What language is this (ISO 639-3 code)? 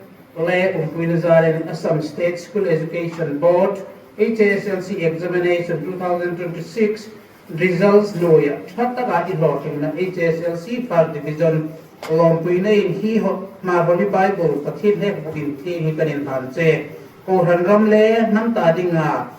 hmr